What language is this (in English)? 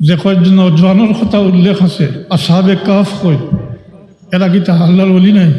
Sylheti